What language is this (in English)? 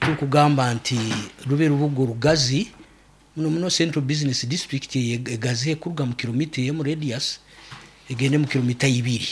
Nyankole